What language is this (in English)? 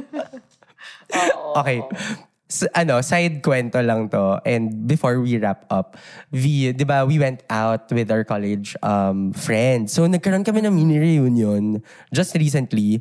Filipino